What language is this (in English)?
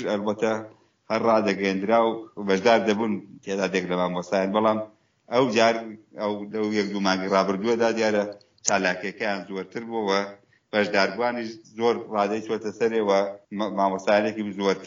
Central Kurdish